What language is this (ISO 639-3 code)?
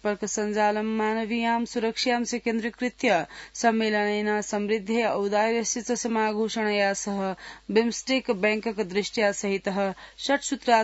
san